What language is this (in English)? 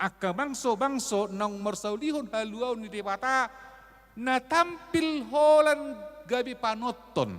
Batak Toba